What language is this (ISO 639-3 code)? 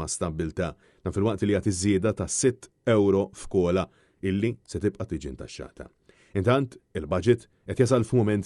mlt